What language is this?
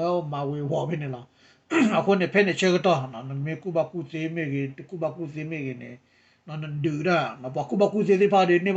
S'gaw Karen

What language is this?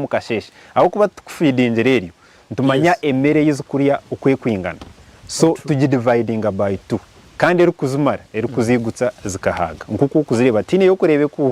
Nyankole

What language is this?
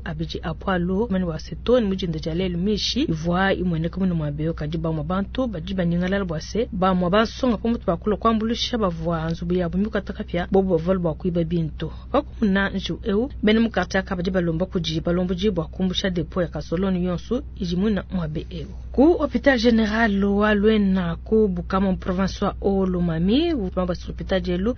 Luba-Lulua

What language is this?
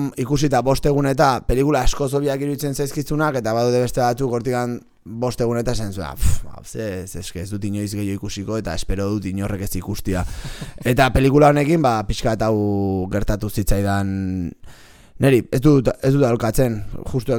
Basque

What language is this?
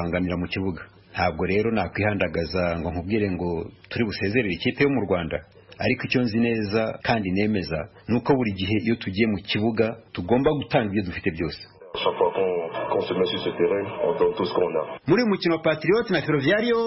Kinyarwanda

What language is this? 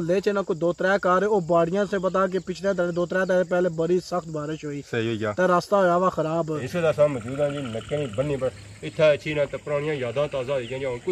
Pahari-Potwari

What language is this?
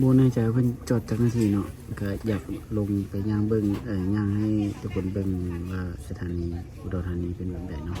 Lao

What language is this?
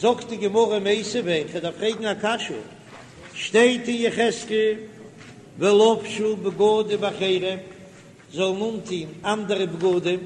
Yiddish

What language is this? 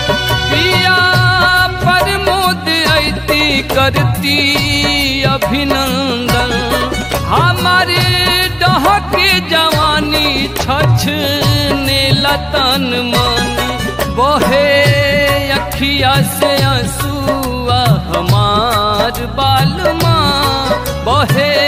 Bhojpuri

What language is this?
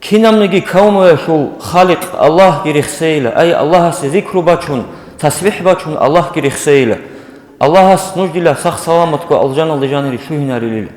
Avaric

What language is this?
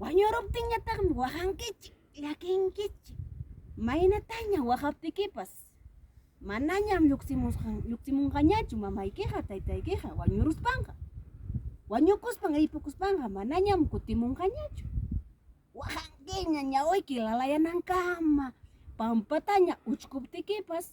Ayacucho Quechua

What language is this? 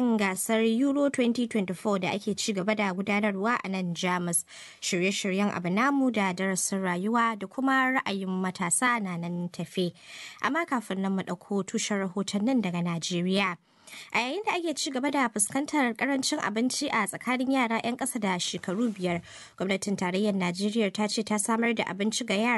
Hausa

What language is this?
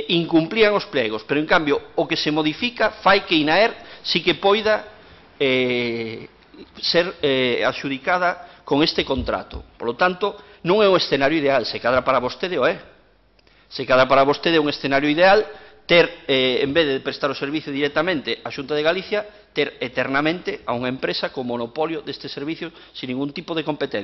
Galician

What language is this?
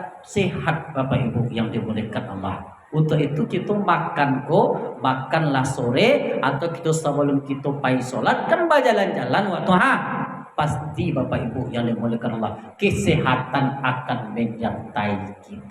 Minangkabau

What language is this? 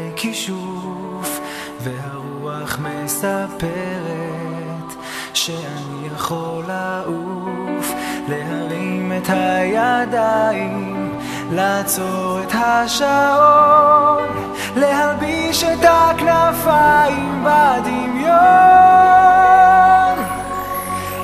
Hebrew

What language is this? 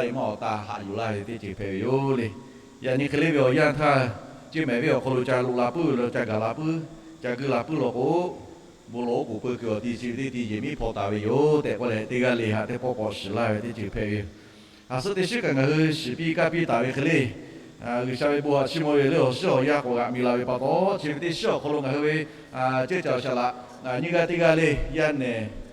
Lahu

